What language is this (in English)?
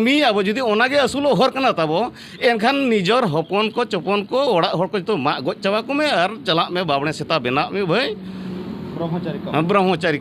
Santali